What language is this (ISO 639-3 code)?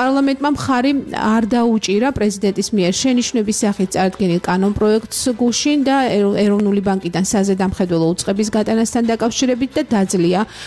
kat